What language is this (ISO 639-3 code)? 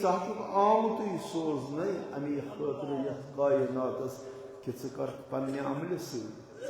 kas